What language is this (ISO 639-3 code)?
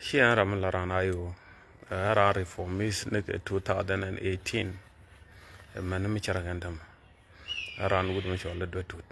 nus